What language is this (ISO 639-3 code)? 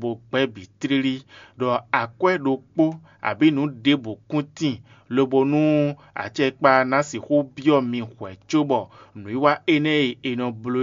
fon